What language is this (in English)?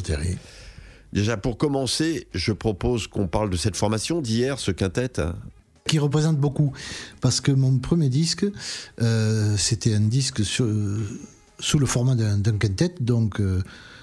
French